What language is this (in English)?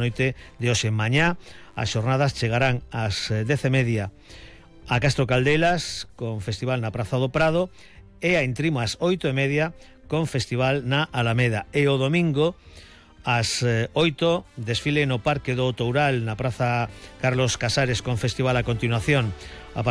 Galician